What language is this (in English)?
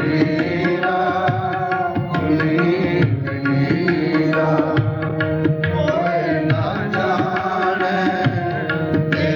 Punjabi